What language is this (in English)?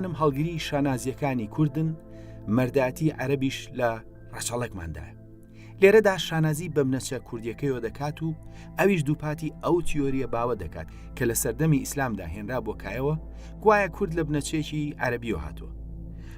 Central Kurdish